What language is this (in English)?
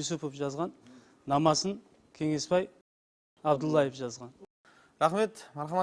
Kara-Kalpak